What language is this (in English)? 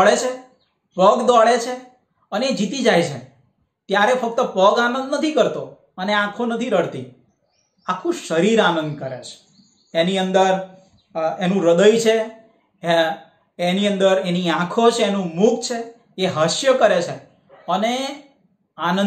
Gujarati